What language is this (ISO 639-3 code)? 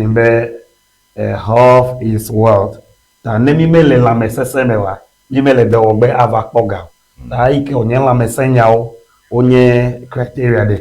ewe